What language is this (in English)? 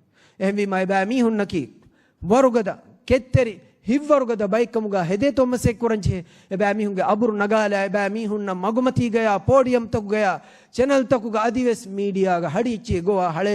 Divehi